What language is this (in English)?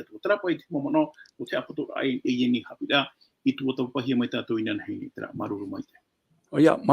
Tahitian